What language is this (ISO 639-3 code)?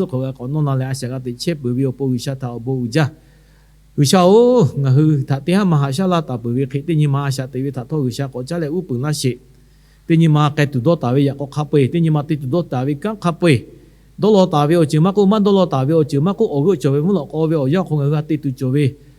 lhu